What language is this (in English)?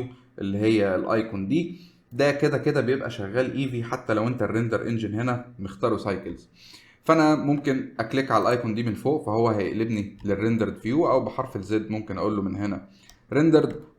Egyptian Arabic